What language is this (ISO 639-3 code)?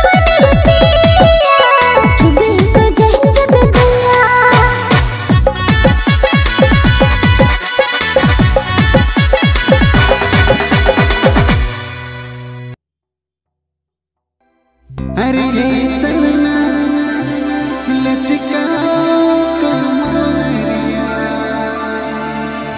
bho